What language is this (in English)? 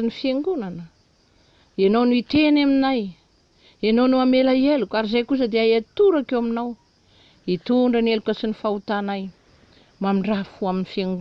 Malagasy